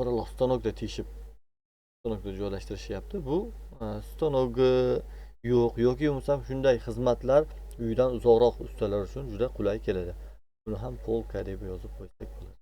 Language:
Uzbek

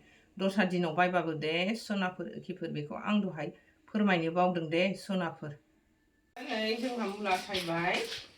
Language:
Bodo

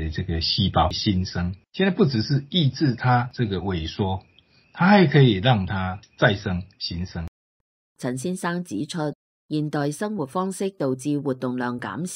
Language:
Cantonese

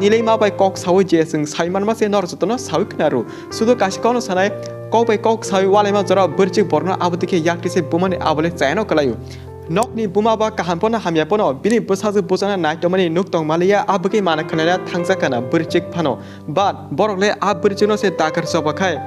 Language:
Kok Borok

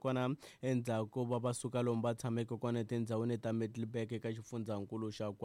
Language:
Tsonga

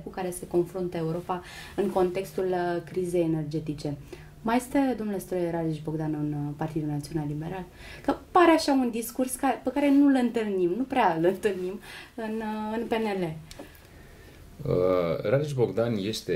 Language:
Romanian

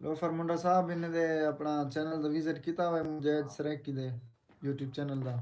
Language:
Saraiki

